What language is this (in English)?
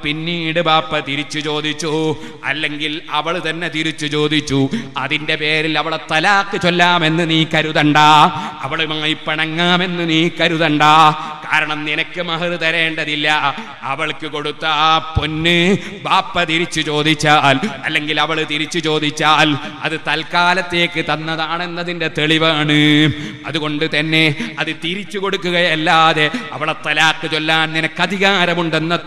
Malayalam